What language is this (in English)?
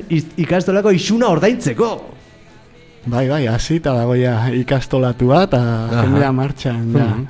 Basque